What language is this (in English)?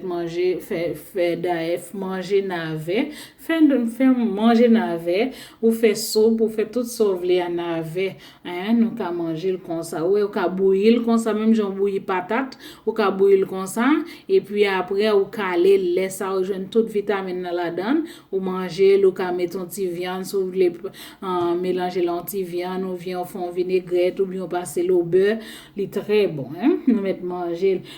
Haitian Creole